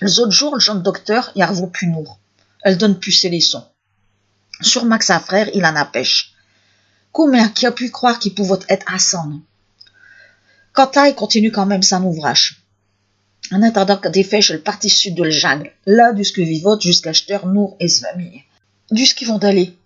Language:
Picard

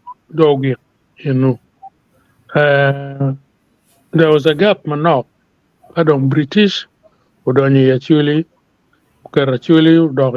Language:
Acoli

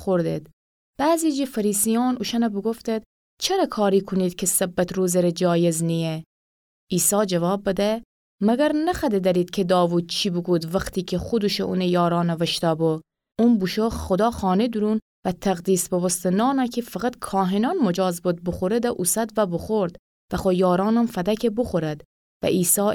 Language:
Gilaki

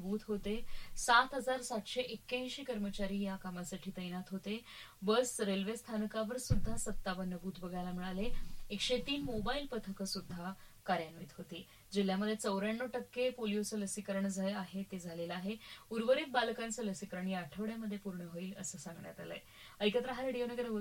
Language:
Marathi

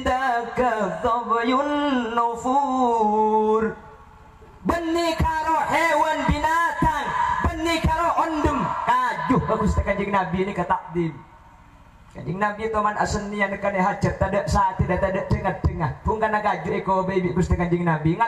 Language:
Madurese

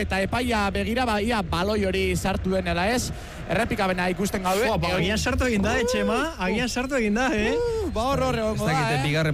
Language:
Basque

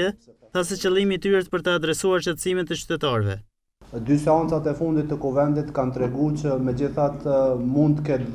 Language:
Albanian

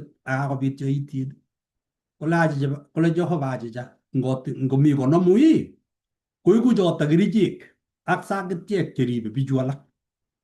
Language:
Kalenjin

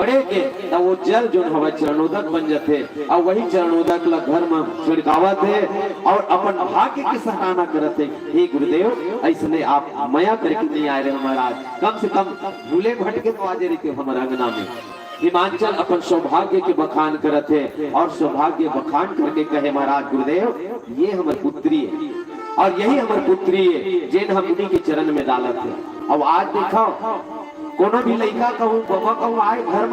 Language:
Chhattisgarhi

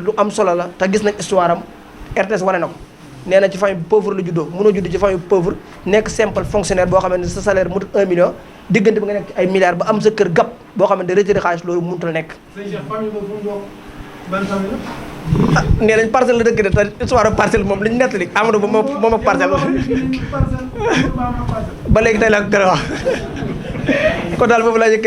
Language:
Wolof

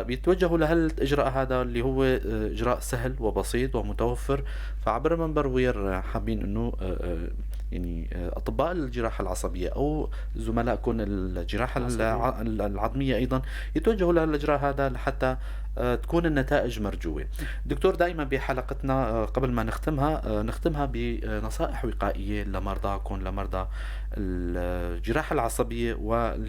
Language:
North Levantine Arabic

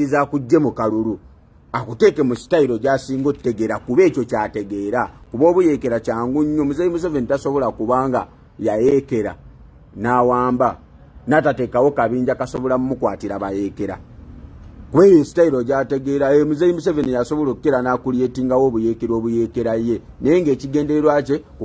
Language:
Ganda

